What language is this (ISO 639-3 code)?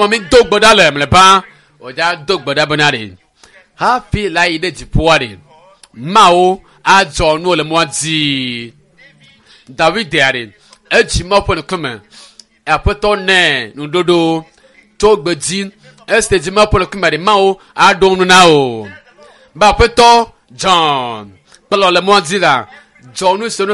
ewe